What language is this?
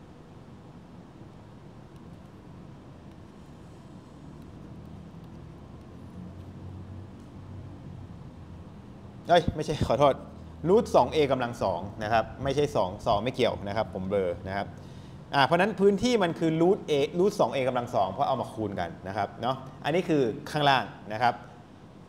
Thai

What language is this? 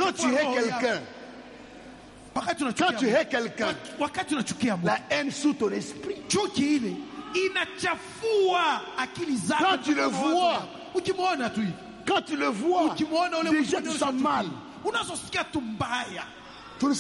Swahili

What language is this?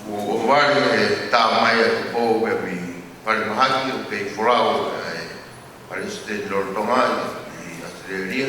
Tongan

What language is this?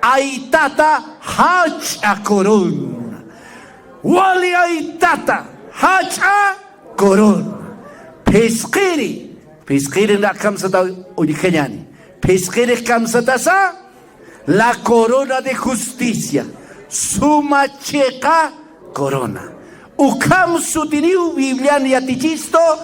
Aymara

